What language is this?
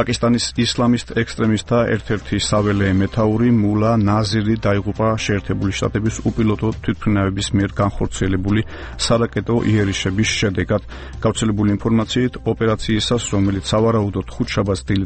Georgian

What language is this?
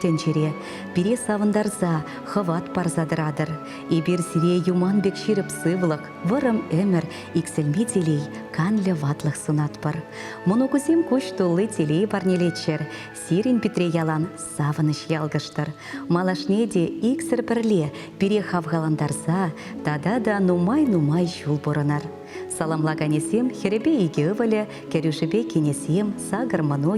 Chuvash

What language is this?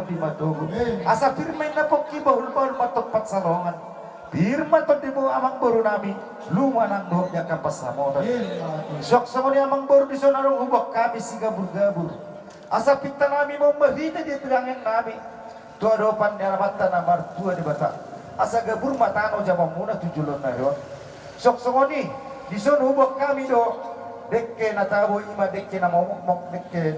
Batak Toba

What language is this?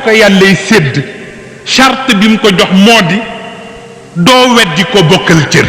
Wolof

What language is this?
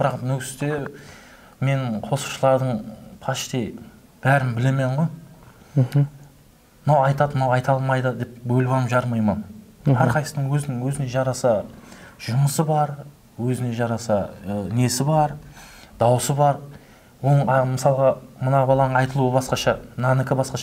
Kara-Kalpak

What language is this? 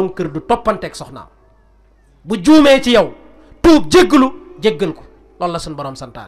Wolof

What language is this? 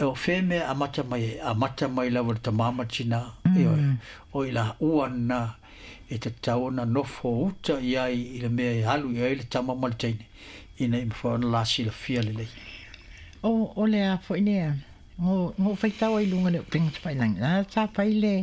Samoan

